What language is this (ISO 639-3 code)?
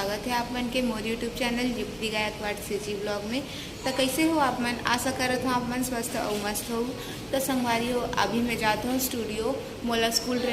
hne